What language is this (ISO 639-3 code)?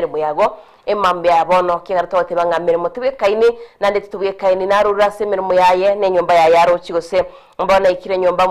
guz